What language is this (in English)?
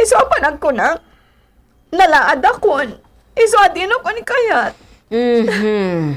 Iloko